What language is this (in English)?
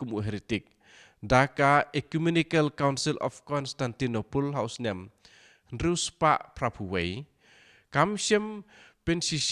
Khasi